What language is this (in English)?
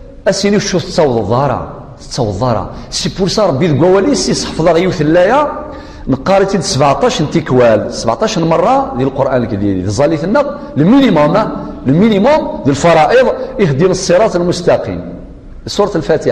Kabyle